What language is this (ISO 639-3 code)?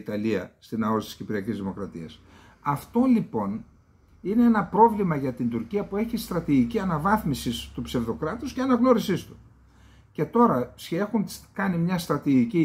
ell